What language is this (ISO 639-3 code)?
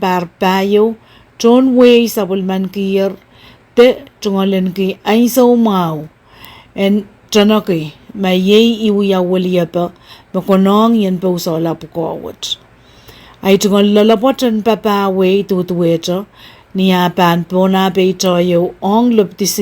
pon